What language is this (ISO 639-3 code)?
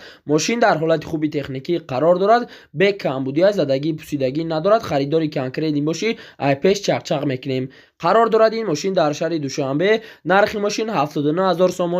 tgk